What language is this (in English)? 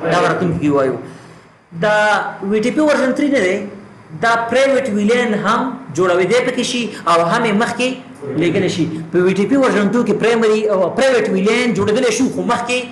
Pashto